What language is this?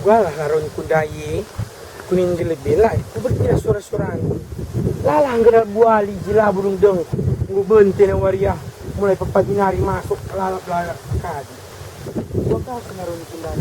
Batak Karo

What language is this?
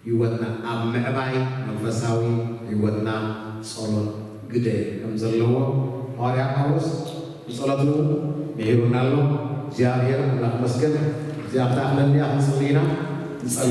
Tigrinya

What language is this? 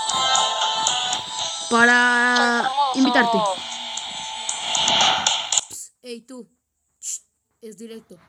Spanish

